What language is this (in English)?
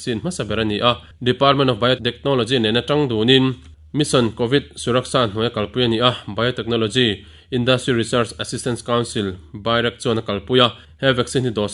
Mizo